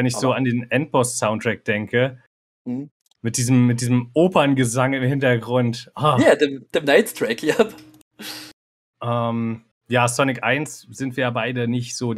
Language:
German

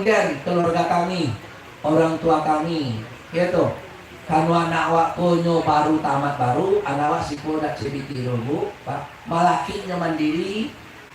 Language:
Minangkabau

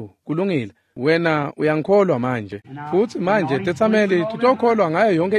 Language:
Swati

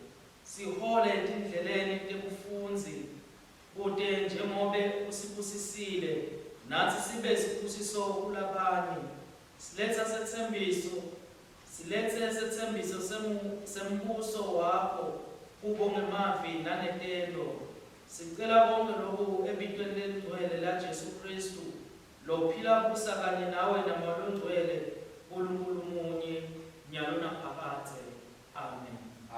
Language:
Swati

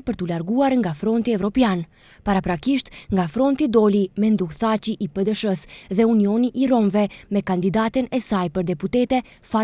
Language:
Albanian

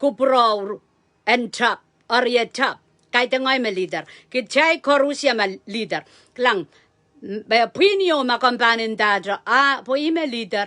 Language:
Pohnpeian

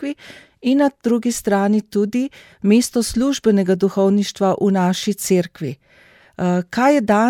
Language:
Slovenian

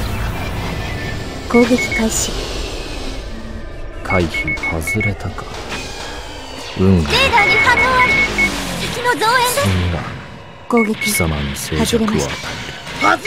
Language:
Japanese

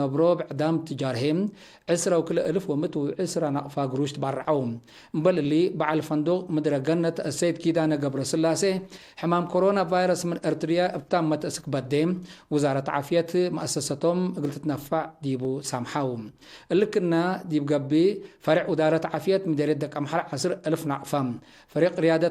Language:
Tigre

